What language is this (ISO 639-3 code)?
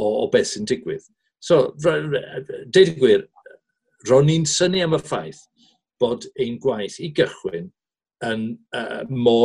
cym